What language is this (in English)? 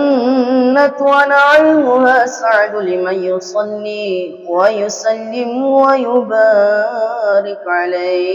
Buginese